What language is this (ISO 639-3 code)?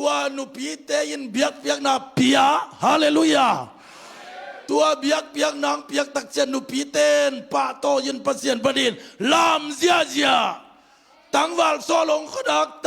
ctd